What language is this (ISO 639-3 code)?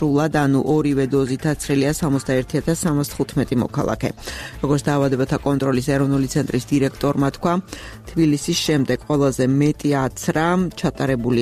kat